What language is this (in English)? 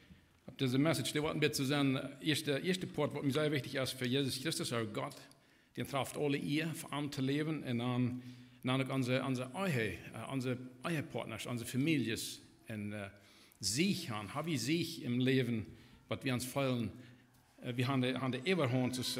Plautdietsch